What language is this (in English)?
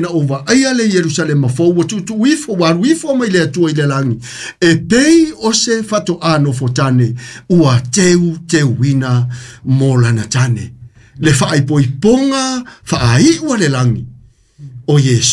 Samoan